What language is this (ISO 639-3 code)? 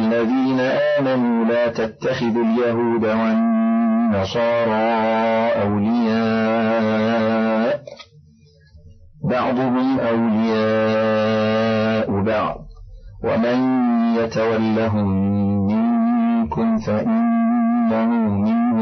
ara